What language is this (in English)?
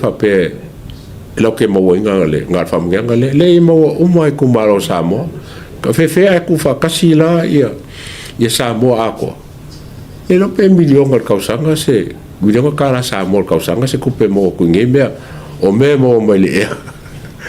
Samoan